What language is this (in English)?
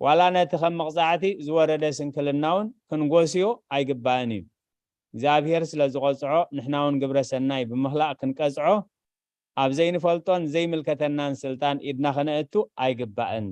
Tigrinya